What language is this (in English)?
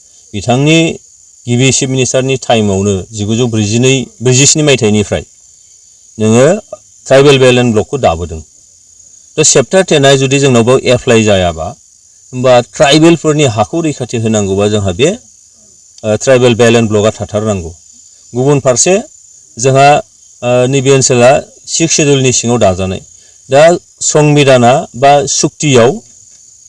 Bodo